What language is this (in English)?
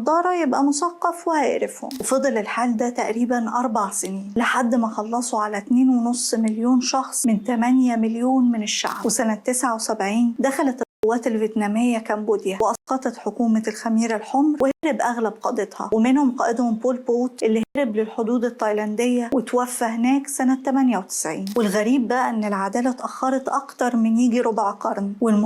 Egyptian Arabic